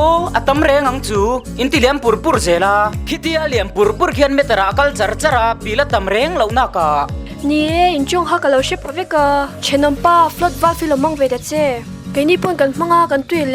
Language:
Mizo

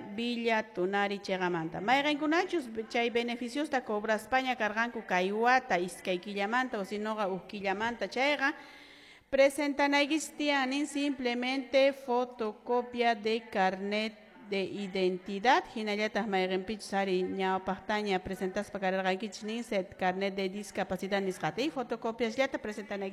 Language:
Quechua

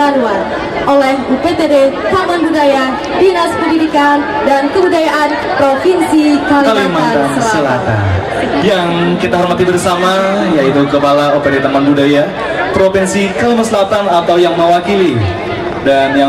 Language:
Banjar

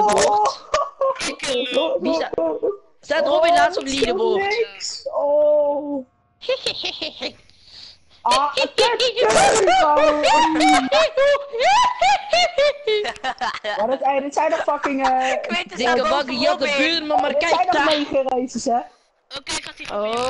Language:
Dutch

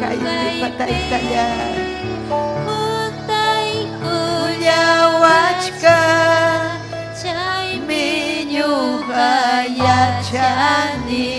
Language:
Ayacucho Quechua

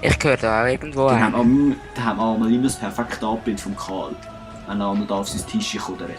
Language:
Swiss German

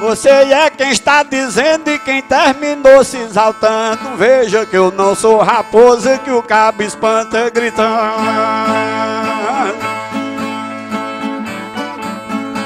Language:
Portuguese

